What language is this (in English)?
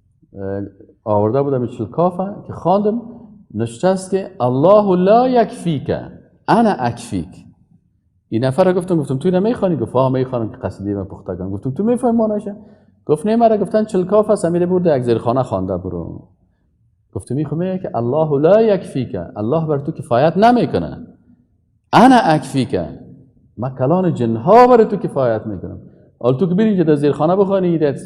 Persian